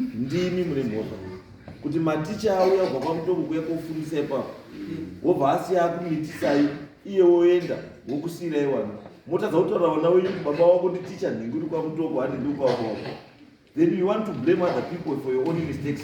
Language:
Shona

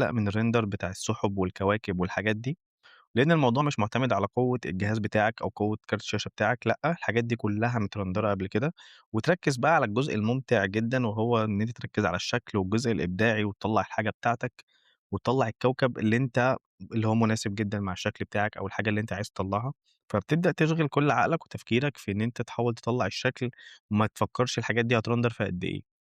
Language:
Egyptian Arabic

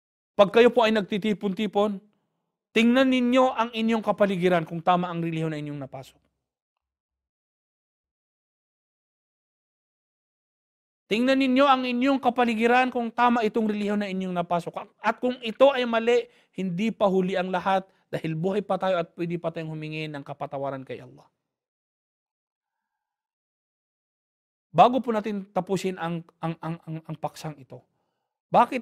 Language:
Filipino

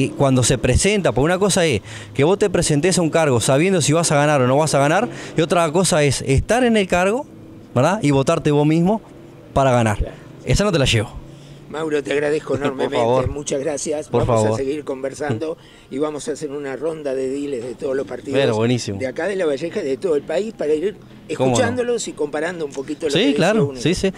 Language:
Spanish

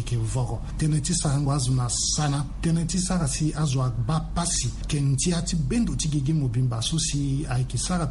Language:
Sango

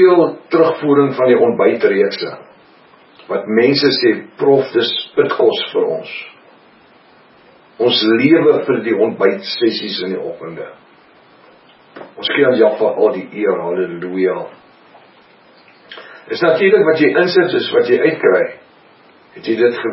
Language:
Afrikaans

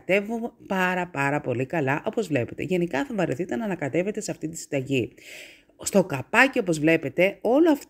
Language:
Greek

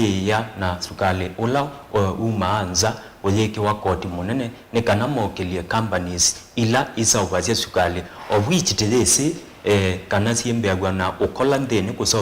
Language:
Kamba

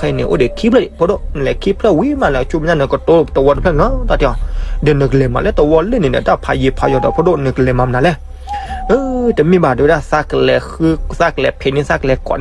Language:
S'gaw Karen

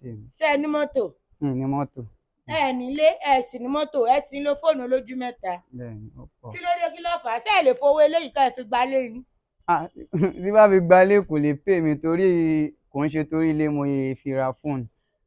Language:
Yoruba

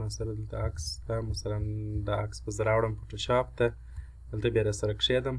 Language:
Pashto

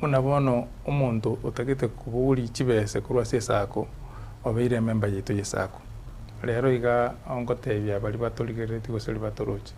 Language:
Gusii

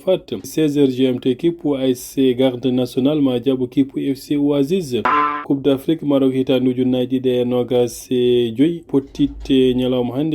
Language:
Fula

